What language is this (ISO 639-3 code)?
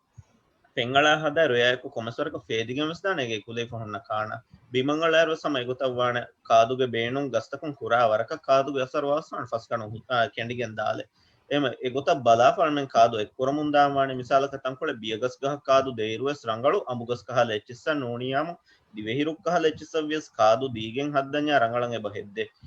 div